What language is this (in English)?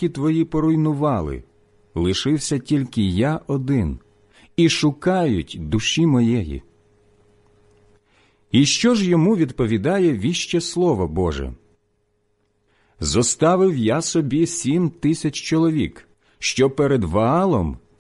Ukrainian